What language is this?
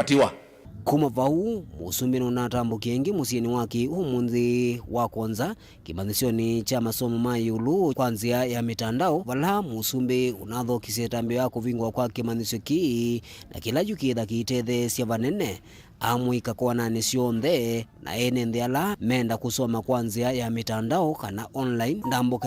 Kamba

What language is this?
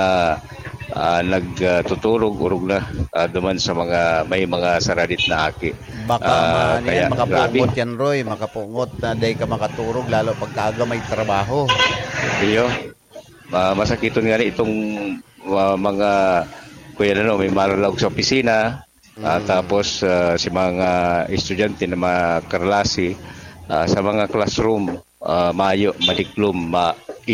Bikol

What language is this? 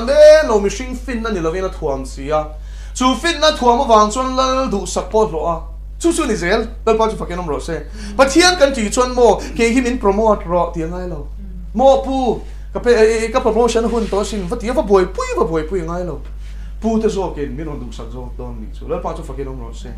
Mizo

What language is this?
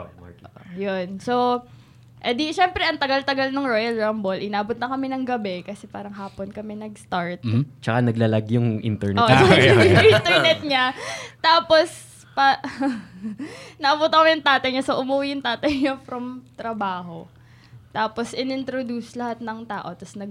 Filipino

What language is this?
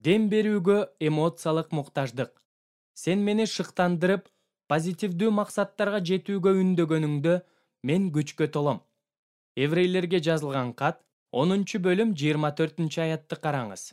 Kyrgyz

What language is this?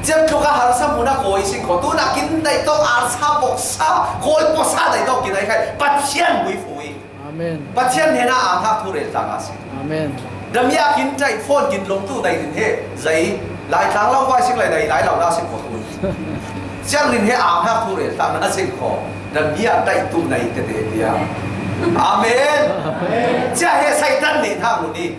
Falam Chin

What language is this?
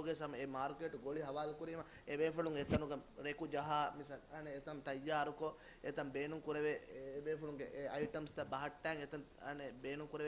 Divehi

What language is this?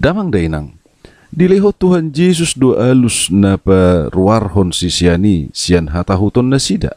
Batak Toba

